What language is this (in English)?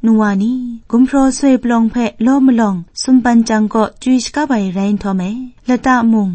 Kachin